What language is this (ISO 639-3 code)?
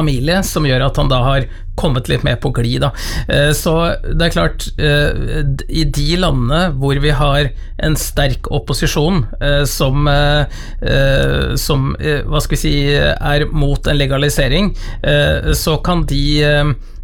nor